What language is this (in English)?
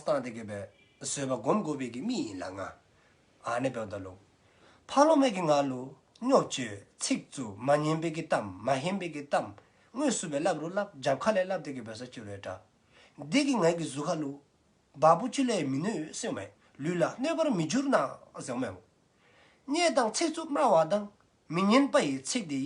Dzongkha